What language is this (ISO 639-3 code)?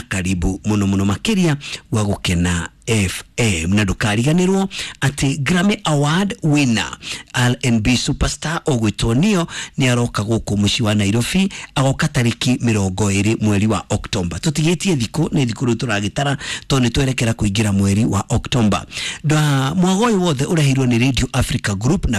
kik